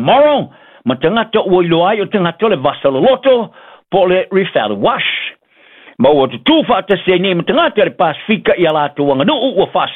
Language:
Samoan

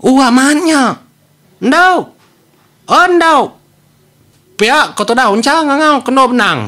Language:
Iban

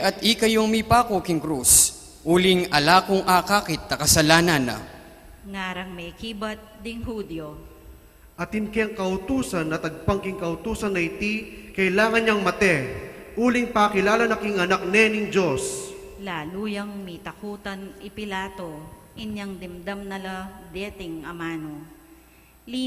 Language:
Pampanga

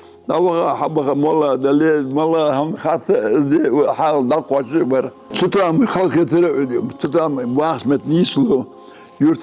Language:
Ingush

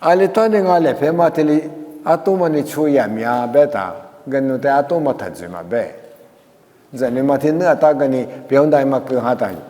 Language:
Lisu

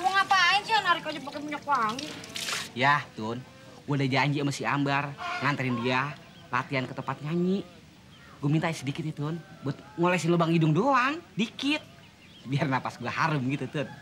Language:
Betawi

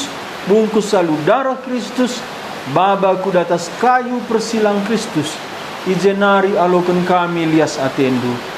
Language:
Batak Karo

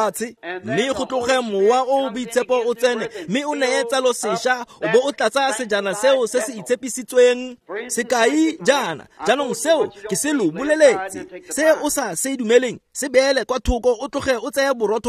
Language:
Tswana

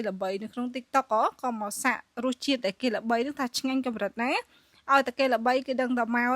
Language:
Khmer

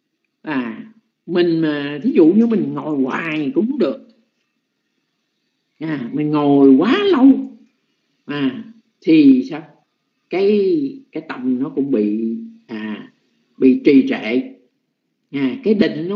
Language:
Vietnamese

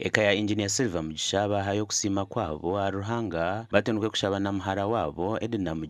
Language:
Nyankole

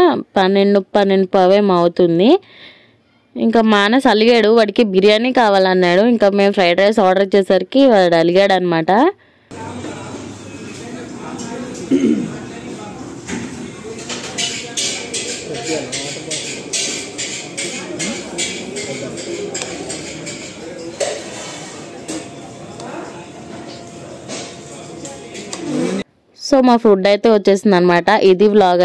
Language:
Telugu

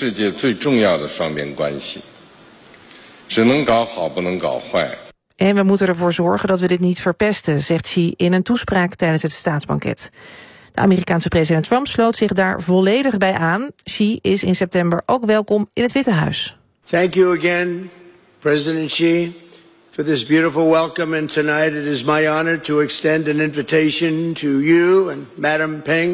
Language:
Dutch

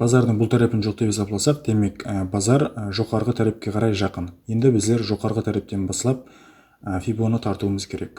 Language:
Kara-Kalpak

